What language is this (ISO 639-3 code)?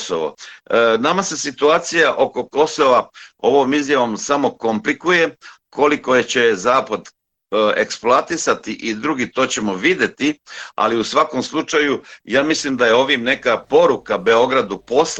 srp